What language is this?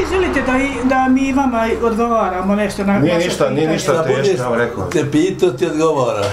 Bosnian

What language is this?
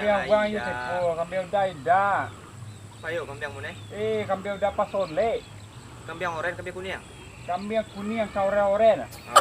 Minangkabau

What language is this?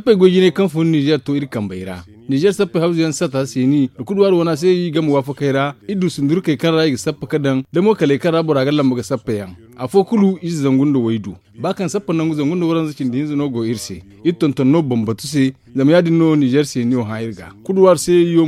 Zarma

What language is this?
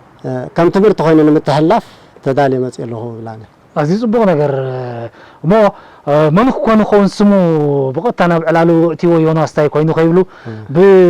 Tigrinya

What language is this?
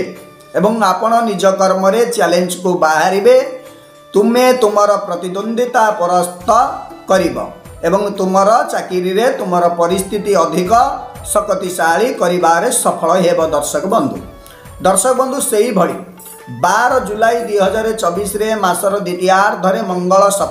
Odia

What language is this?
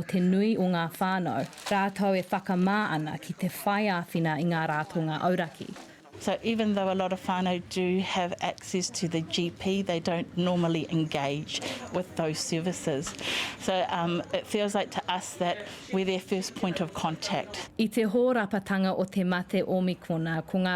Māori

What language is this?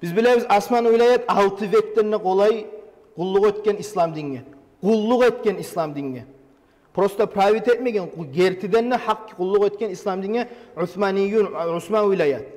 Kumyk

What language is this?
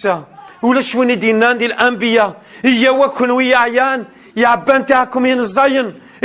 Kabyle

